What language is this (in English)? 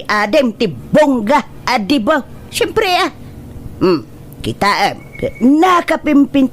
Iloko